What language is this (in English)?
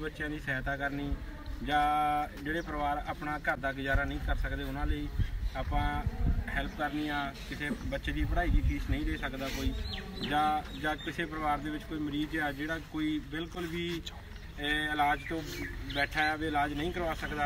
Punjabi